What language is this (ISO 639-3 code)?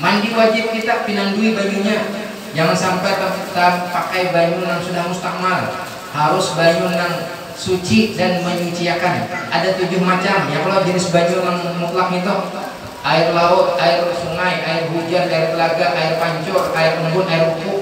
bjn